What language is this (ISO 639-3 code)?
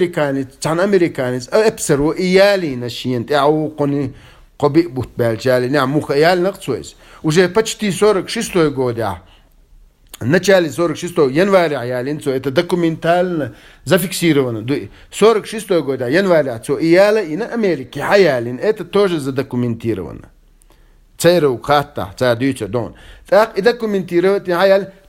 che